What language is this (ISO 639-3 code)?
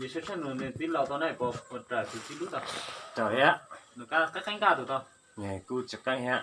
hmn